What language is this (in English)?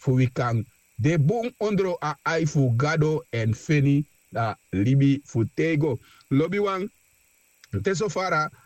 Sranan Tongo